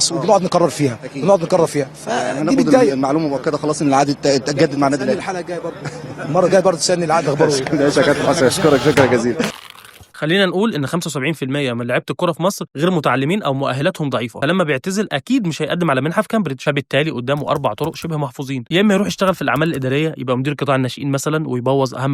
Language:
Egyptian Arabic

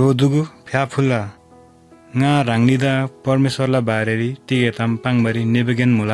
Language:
Eastern Tamang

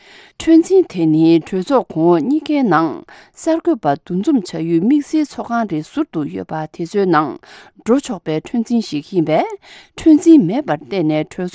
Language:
Tibetan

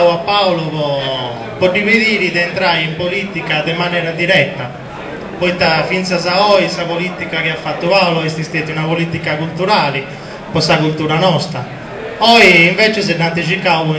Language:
Sardinian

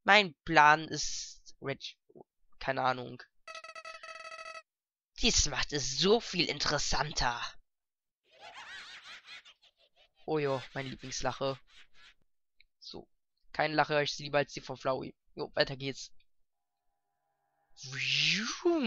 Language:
German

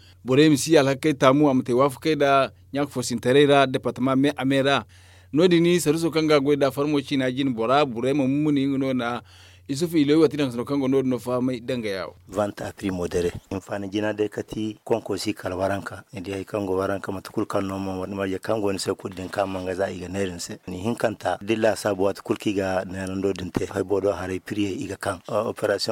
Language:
Zarma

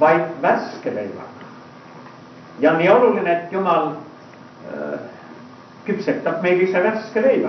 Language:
Estonian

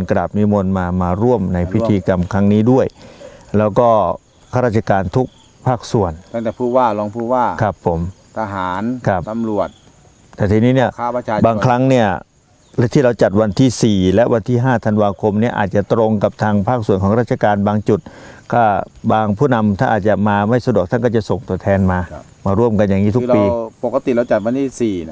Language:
Thai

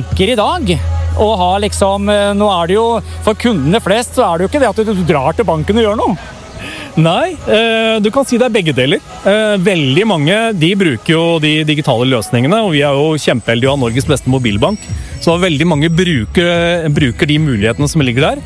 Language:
Norwegian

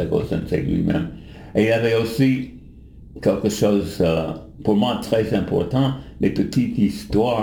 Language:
French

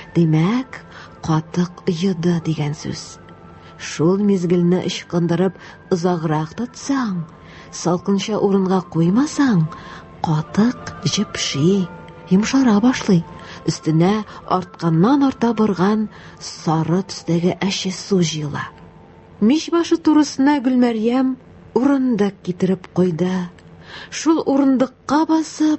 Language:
Tatar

